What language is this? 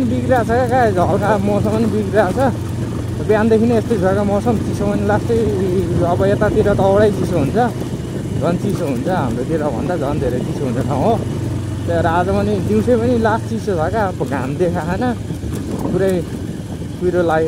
Nepali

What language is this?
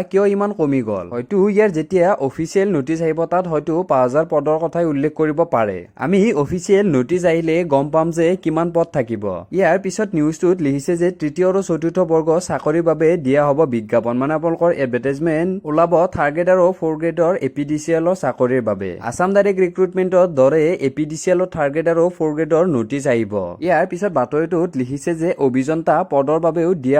Assamese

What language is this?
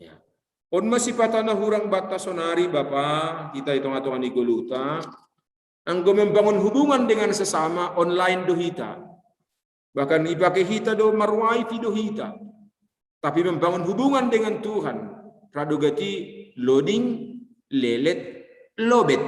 Batak Simalungun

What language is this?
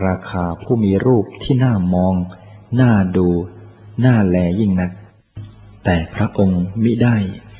Thai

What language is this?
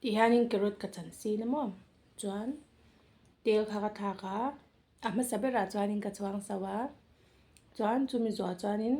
Mizo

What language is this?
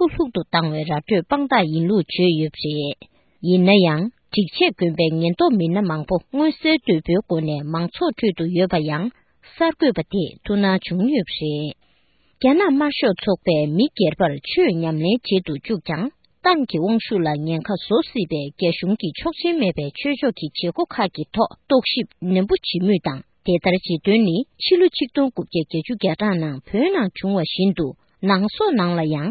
Tibetan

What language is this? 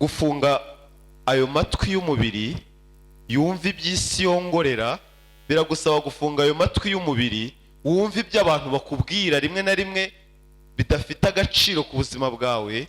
Kinyarwanda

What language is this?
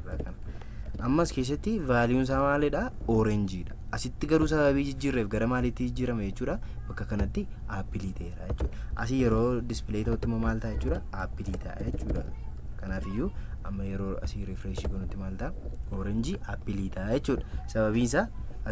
Oromo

